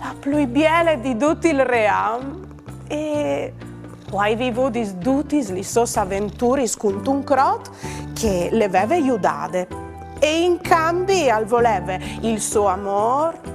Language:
Friulian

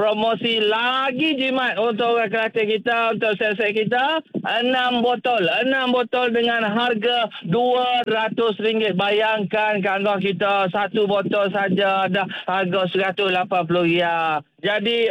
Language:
Malay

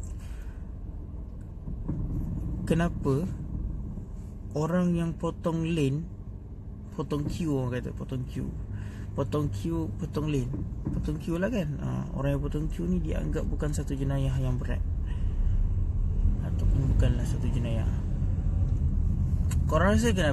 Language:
Malay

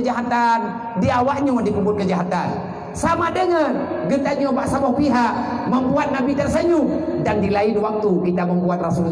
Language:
Achinese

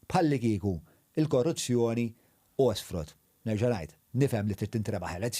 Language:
Maltese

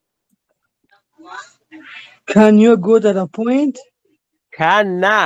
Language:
Persian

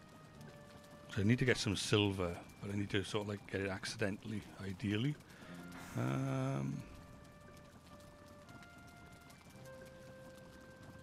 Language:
English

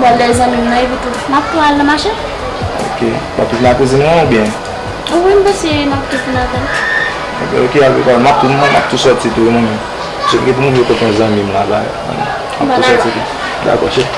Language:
Haitian Creole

